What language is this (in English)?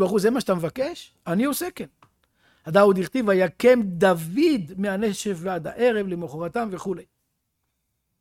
Hebrew